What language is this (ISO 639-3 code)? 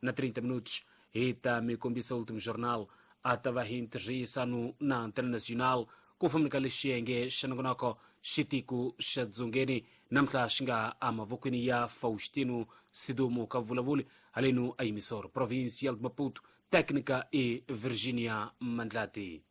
tso